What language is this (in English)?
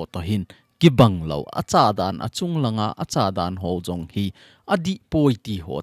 Thado Chin